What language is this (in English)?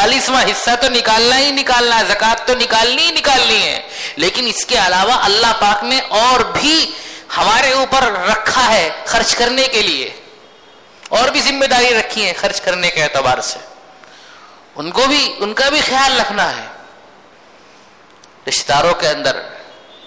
Urdu